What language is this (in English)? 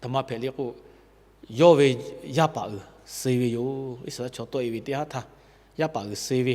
Lahu